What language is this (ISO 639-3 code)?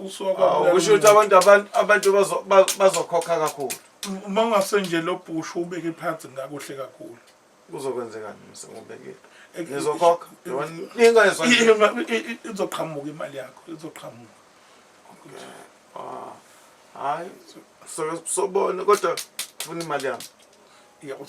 zul